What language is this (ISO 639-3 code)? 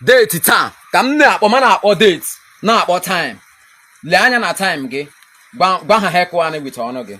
ibo